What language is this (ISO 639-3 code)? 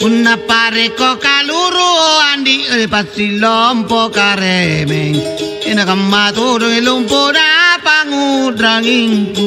mak